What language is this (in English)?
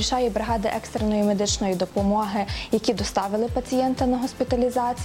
Ukrainian